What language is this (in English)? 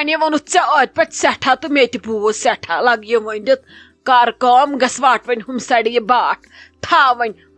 Kashmiri